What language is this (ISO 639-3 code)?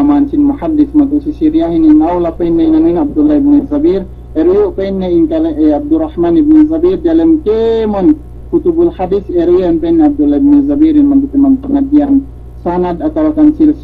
yka